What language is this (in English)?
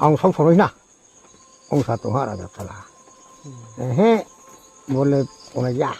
Riang (India)